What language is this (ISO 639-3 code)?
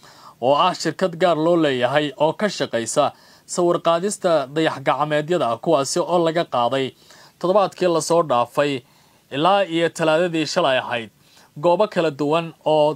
som